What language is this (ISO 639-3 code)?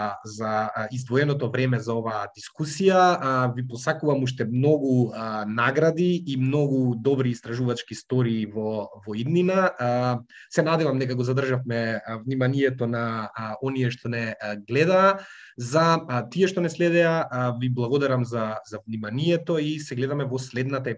mkd